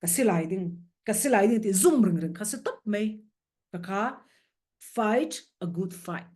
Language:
Falam Chin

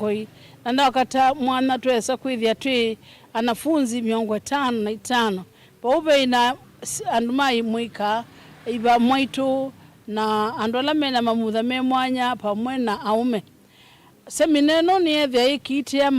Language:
Kamba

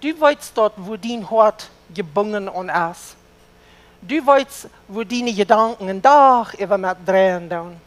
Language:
Plautdietsch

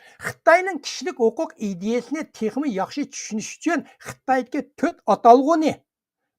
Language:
Uyghur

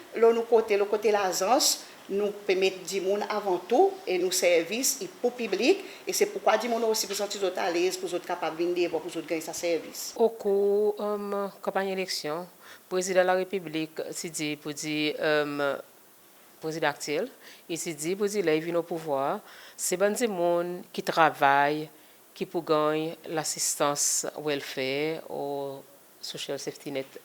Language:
Seselwa Creole French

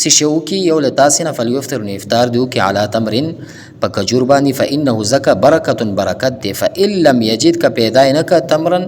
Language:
Pashto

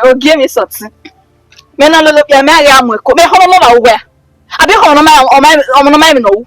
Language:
Bini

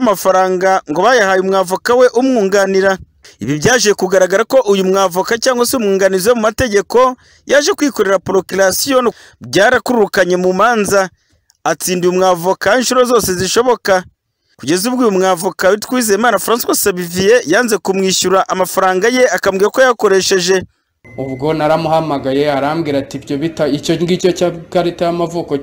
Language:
Kinyarwanda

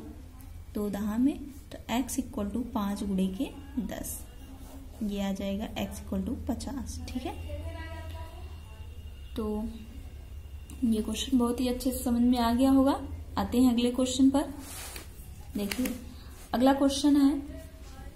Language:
Hindi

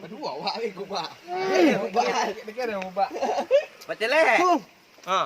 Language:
Minangkabau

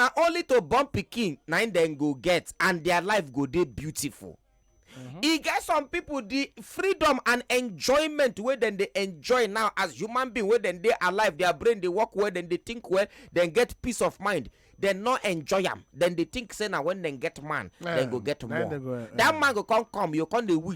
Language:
Nigerian Pidgin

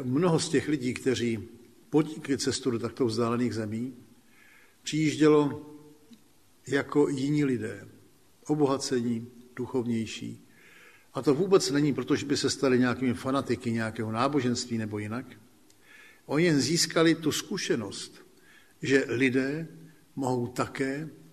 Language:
Czech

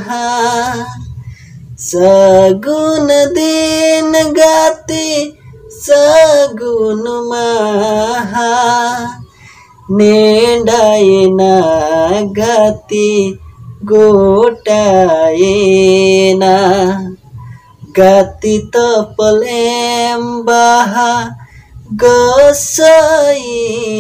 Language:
Santali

